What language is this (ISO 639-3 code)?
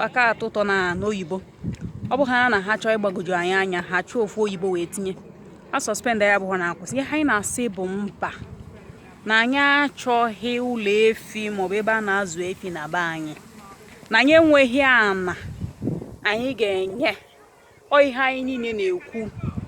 ibo